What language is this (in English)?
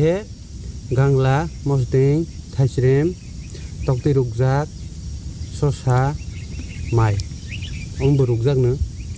Kok Borok